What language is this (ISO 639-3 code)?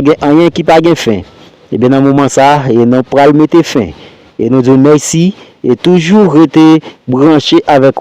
hat